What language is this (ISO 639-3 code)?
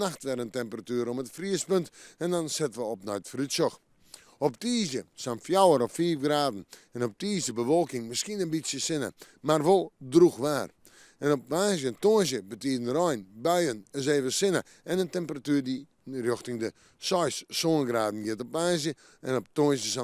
fry